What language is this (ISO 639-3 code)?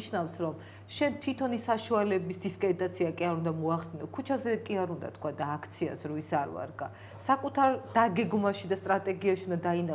kat